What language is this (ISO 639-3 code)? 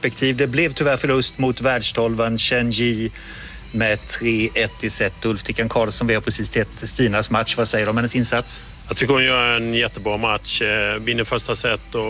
swe